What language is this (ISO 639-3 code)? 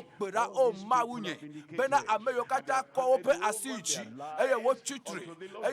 ewe